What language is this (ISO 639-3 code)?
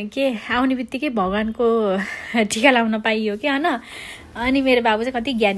nep